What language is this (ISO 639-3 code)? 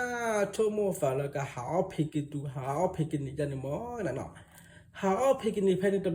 ksw